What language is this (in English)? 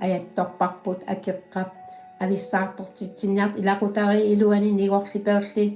Kalaallisut